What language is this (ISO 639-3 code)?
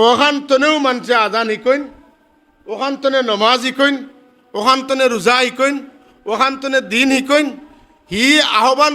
syl